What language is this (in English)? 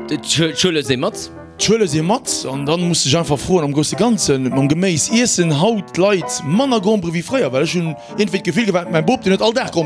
Luxembourgish